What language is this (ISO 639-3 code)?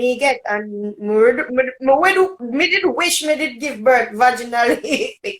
jam